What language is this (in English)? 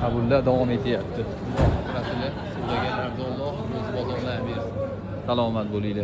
Uzbek